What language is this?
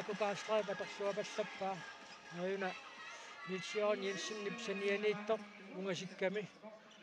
Kalaallisut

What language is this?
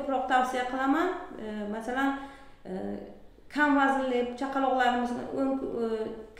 Uzbek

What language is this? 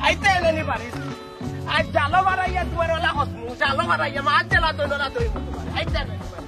Sylheti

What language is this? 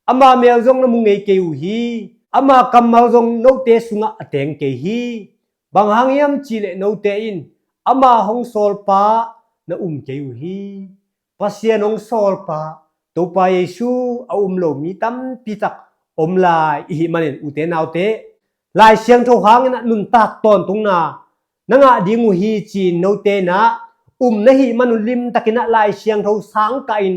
Tedim Chin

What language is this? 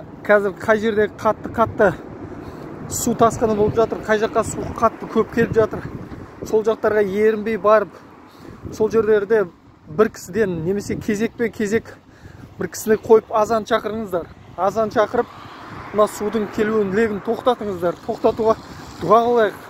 Kazakh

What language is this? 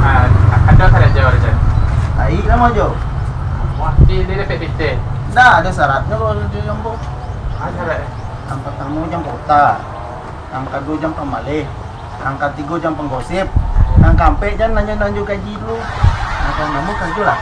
Minangkabau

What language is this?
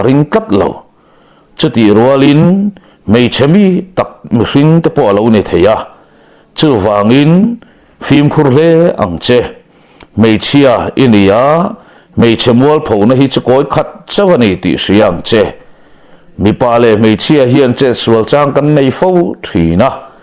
Mizo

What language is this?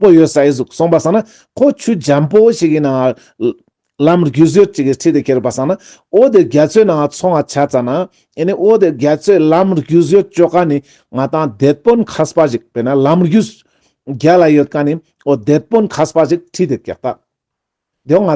Ladakhi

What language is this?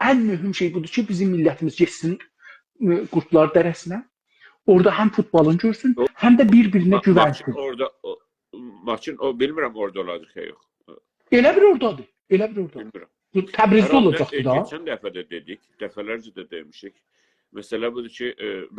South Azerbaijani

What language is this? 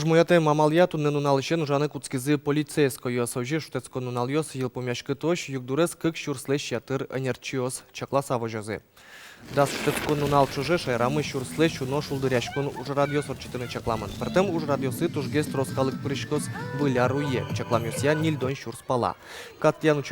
Udmurt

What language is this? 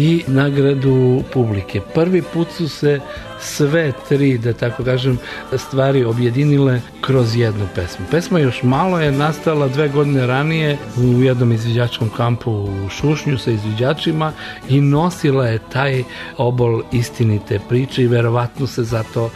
Serbian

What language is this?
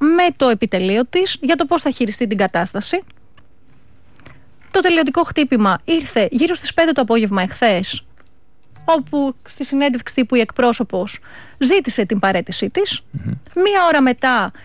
Greek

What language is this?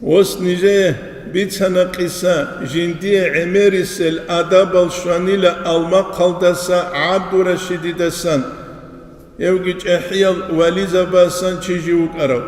Avaric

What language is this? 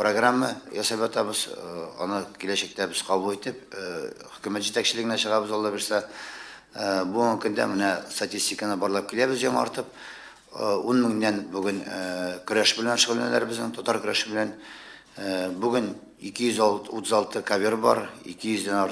Tatar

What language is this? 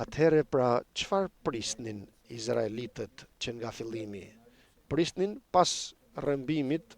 Albanian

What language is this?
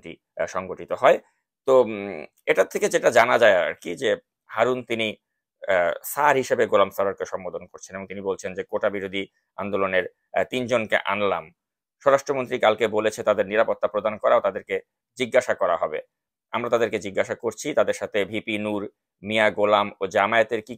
Bangla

